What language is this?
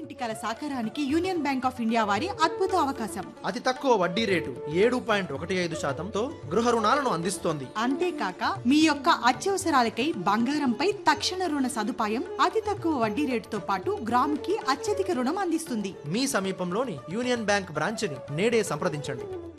Telugu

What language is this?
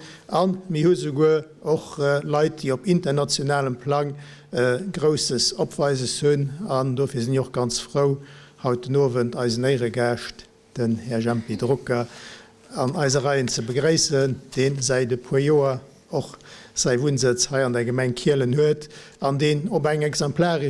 Luxembourgish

